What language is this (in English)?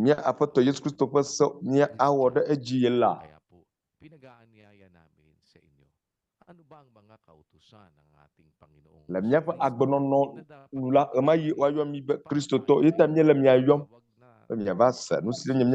Ewe